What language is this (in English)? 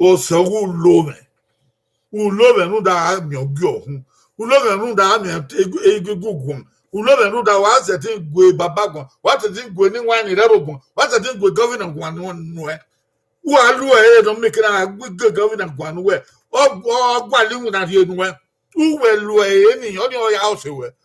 Bini